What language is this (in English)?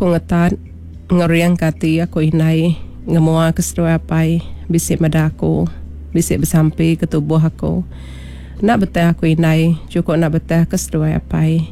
Iban